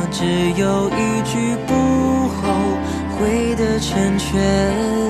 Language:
Chinese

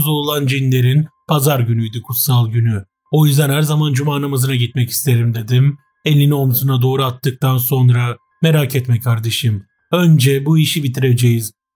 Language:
Turkish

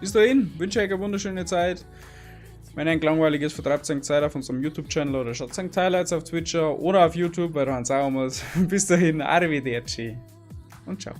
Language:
Bavarian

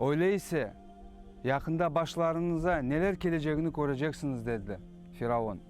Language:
Crimean Tatar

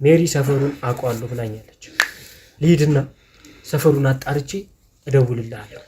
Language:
Amharic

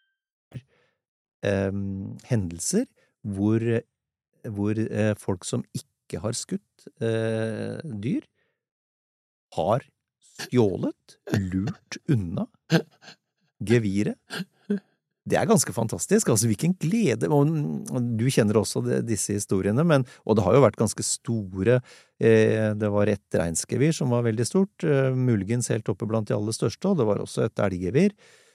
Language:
Norwegian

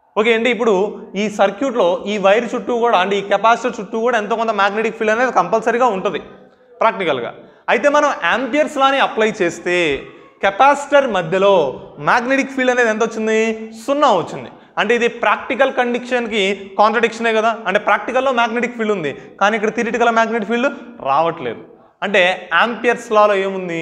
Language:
Telugu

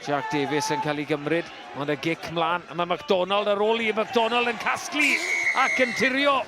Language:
Welsh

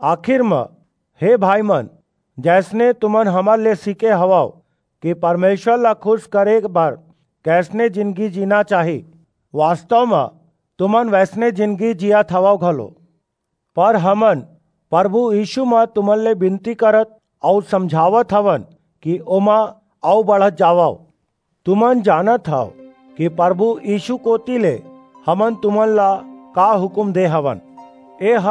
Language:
Chhattisgarhi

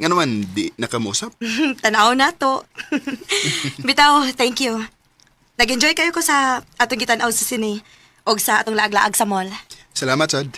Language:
Cebuano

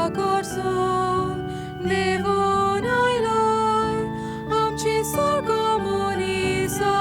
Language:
Konkani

